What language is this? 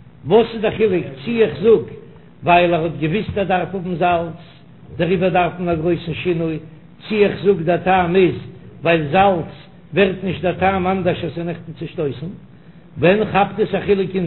Yiddish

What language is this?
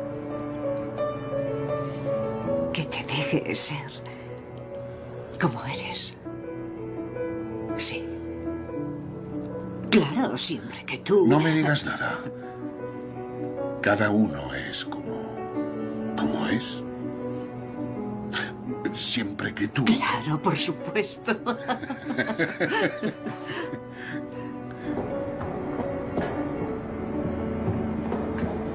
Spanish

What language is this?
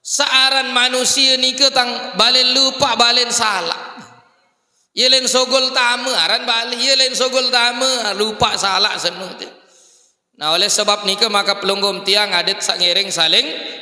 Sasak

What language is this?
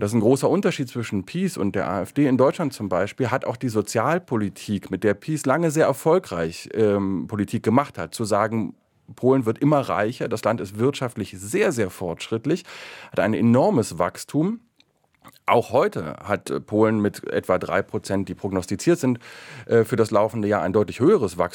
German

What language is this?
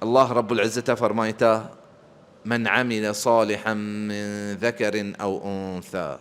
Baluchi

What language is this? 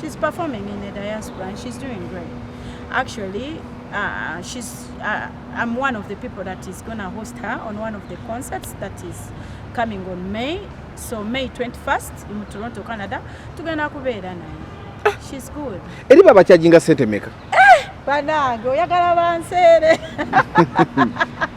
Ganda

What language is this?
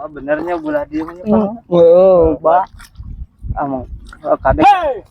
Sundanese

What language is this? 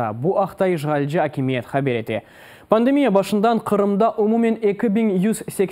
Crimean Tatar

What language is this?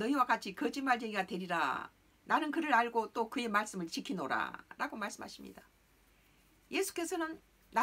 Korean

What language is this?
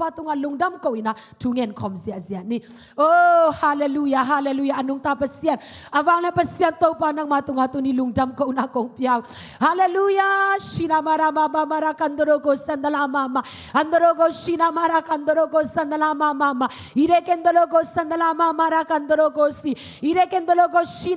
Tedim Chin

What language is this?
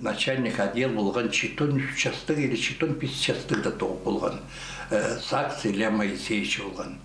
Khakas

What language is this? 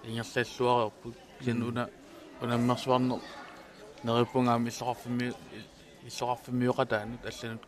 Kalaallisut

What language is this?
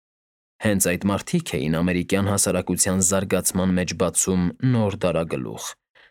Armenian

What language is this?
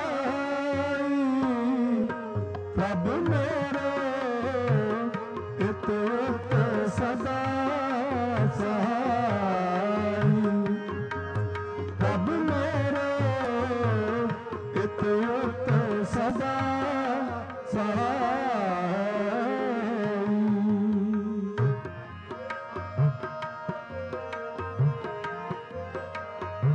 Punjabi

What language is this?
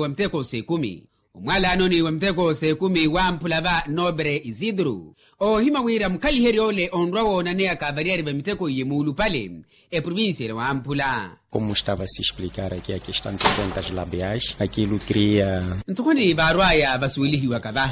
Makhuwa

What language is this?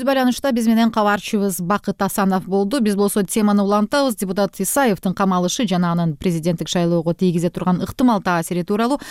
Kyrgyz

